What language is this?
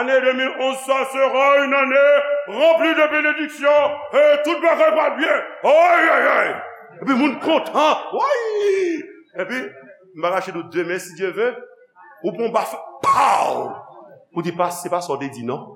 Haitian Creole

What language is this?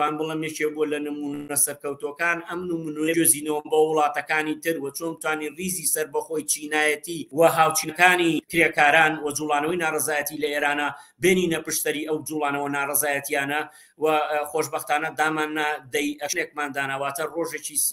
Central Kurdish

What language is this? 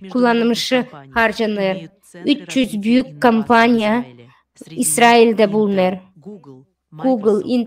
Gagauz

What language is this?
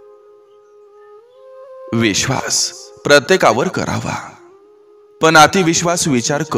Marathi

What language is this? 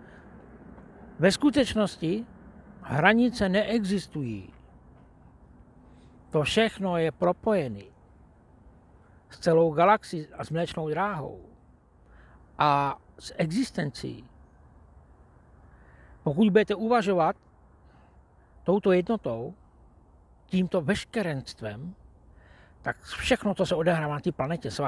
Czech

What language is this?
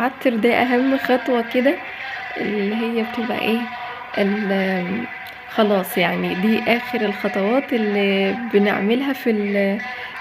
Egyptian Arabic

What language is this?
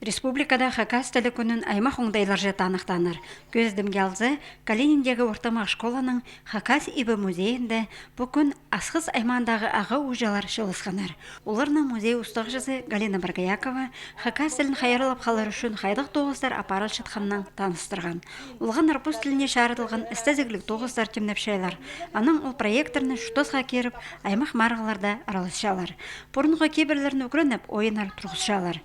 Khakas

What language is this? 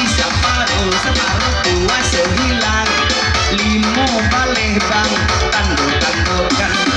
Minangkabau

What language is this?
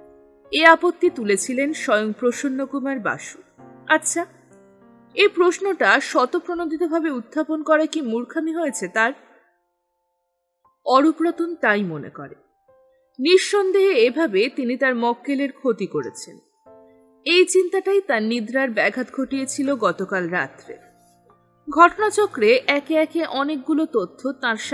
Bangla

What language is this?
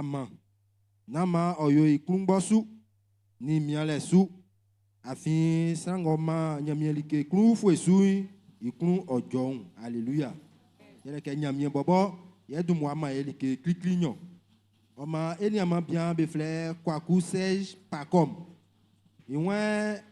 Baoulé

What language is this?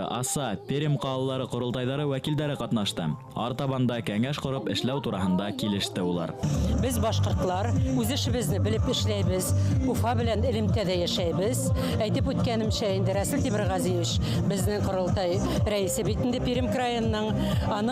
Bashkir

